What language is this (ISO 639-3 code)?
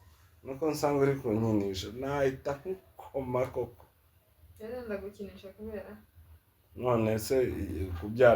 kin